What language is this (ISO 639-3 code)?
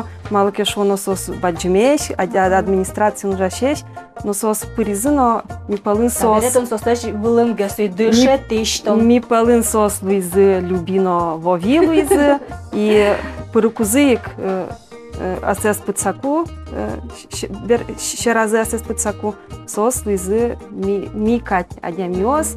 udm